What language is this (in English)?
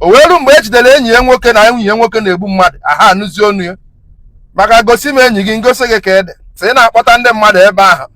Igbo